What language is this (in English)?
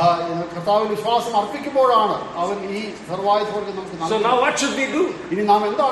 Malayalam